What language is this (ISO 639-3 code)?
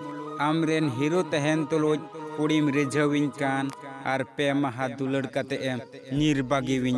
sat